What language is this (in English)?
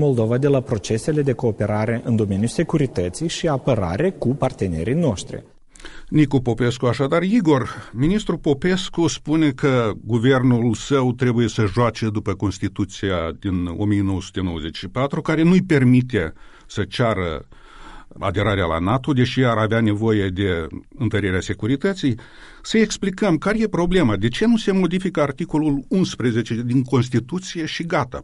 Romanian